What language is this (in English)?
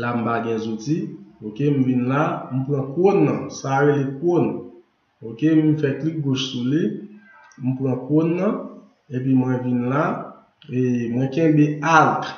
Haitian Creole